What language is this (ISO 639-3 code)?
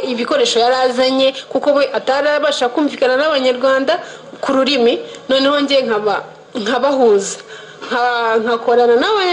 kin